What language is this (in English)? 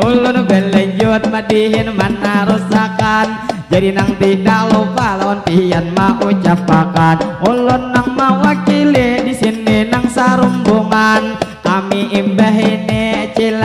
Banjar